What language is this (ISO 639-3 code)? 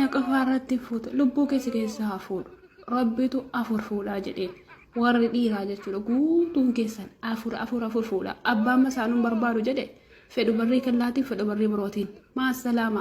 orm